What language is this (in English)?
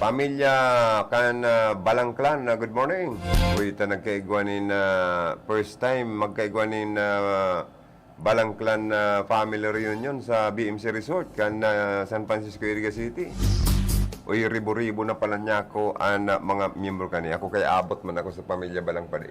Bikol